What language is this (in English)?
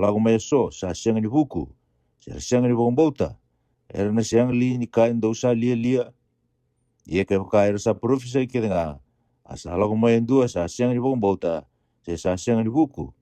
Fijian